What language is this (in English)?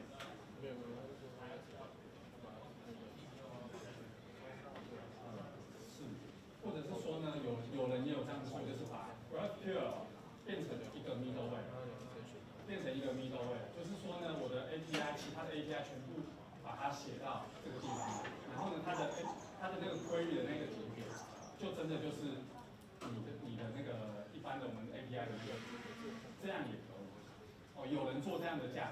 Chinese